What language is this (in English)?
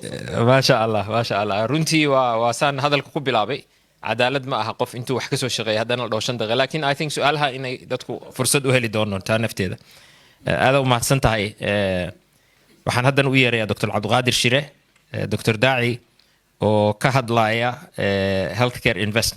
Somali